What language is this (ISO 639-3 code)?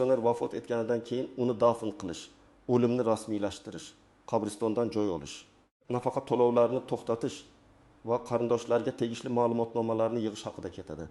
uzb